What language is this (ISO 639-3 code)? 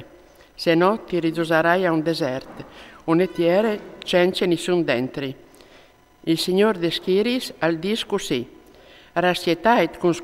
fur